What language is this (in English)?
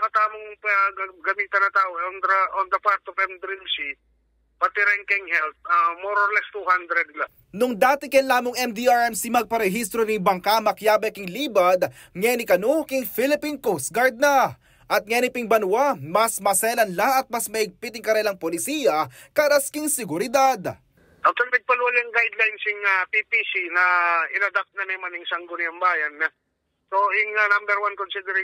Pampanga